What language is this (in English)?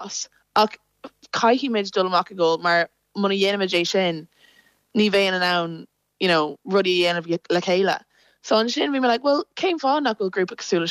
Irish